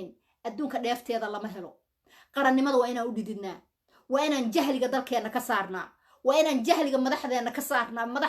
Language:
Somali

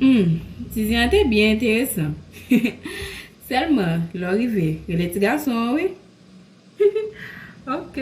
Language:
Haitian Creole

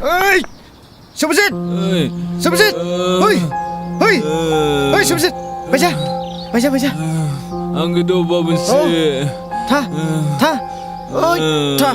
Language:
Dimasa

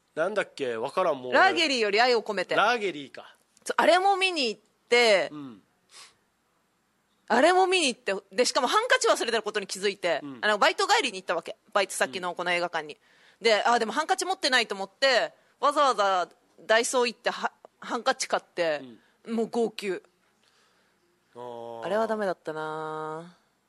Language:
Japanese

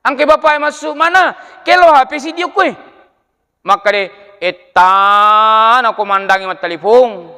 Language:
Buginese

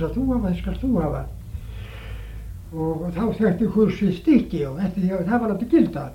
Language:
Icelandic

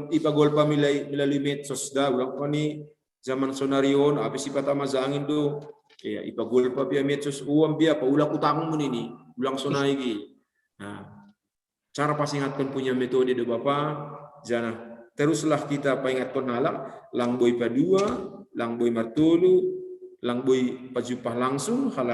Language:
Batak Simalungun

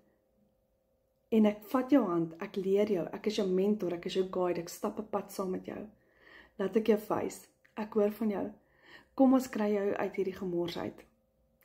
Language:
Afrikaans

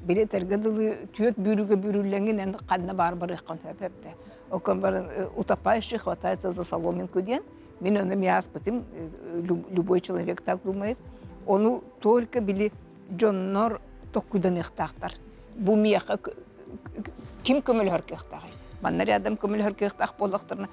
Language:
Yakut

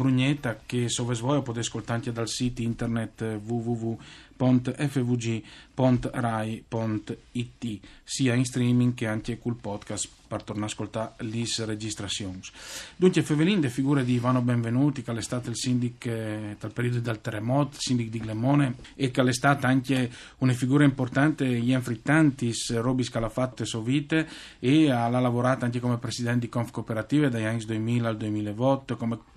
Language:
Friulian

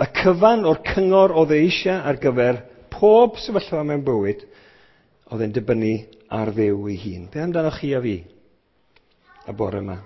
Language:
Welsh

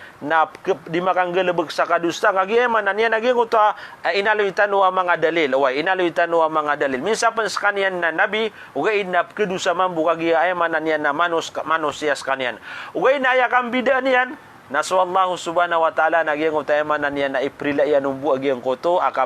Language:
Maranao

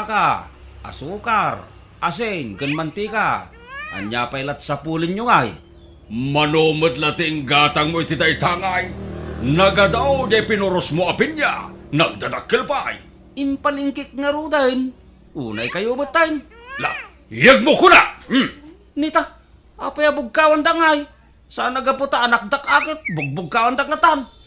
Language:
Iloko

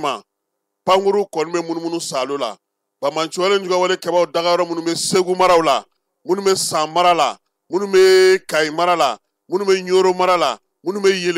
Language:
Bambara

